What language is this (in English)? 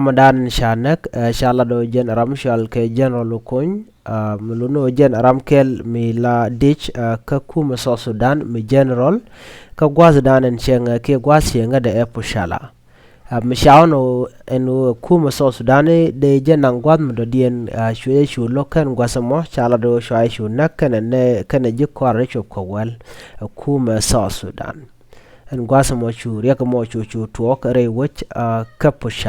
Nuer